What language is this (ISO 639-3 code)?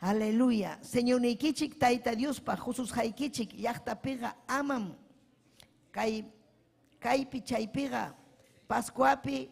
quy